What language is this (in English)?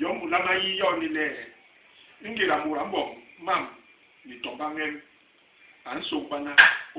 Basaa